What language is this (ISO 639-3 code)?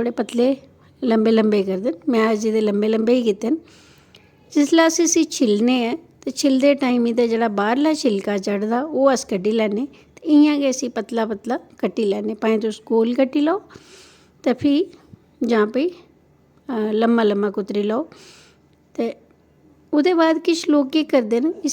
doi